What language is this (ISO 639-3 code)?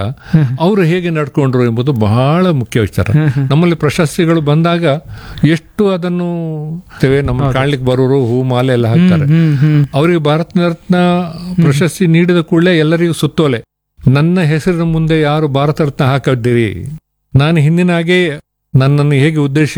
kan